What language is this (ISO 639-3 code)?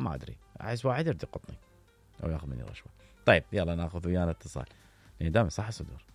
acm